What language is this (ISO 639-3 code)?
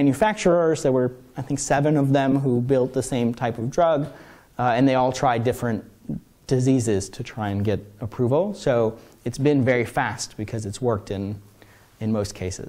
eng